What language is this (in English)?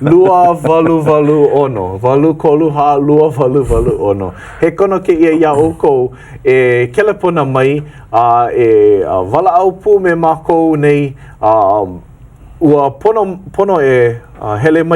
Hawaiian